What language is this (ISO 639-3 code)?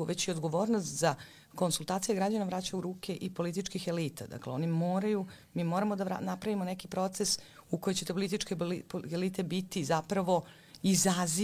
srp